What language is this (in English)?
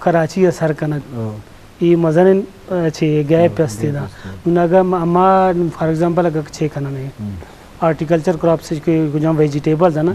Eastern Balochi